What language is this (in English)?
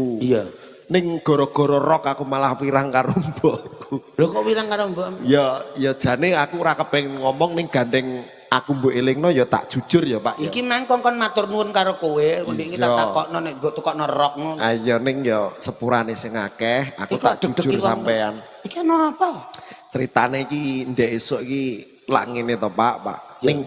Javanese